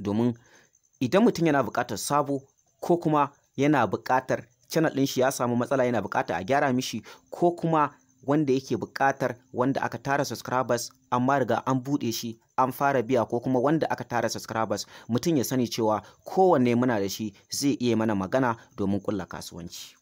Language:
Hausa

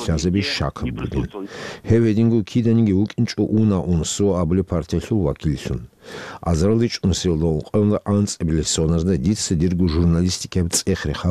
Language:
Avaric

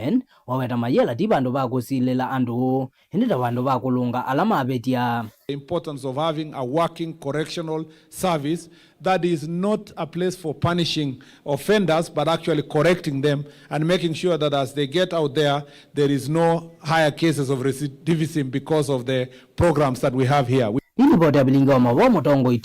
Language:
Kamba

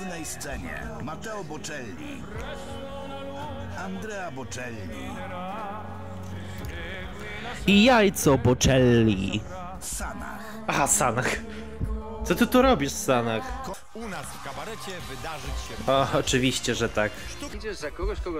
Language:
Polish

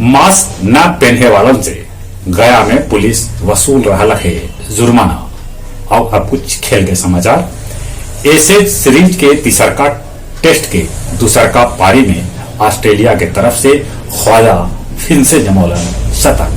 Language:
Magahi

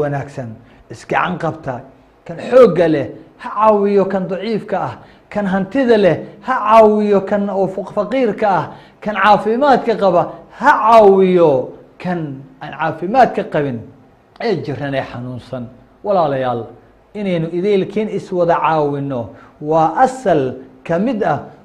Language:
Somali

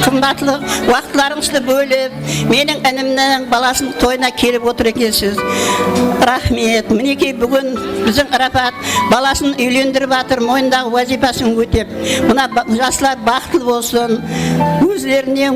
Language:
Kara-Kalpak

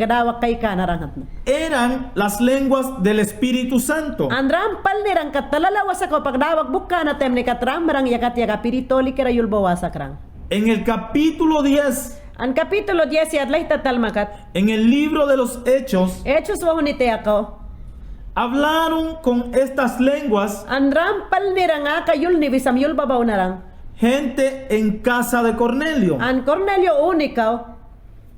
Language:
Mayangna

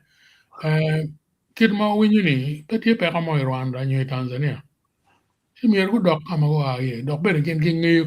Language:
Acoli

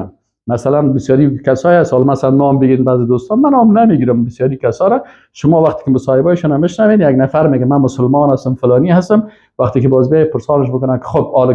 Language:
Persian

